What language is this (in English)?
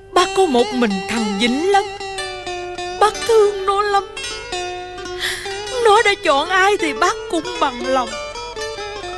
Vietnamese